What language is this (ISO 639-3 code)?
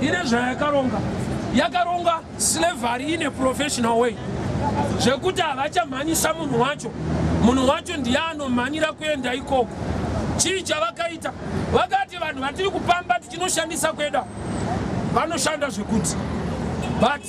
sna